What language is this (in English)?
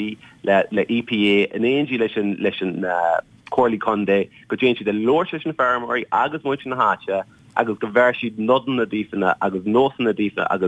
Irish